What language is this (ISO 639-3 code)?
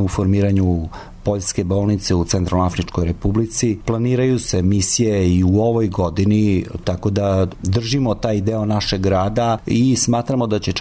srp